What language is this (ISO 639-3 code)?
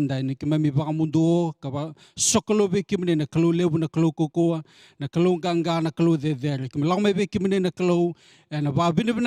fij